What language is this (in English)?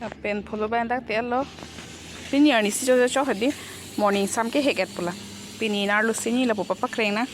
Karbi